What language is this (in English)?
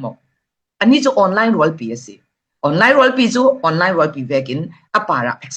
Falam Chin